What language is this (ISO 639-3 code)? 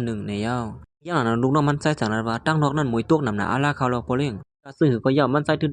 shn